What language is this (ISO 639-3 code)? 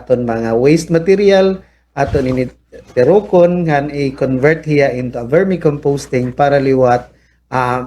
war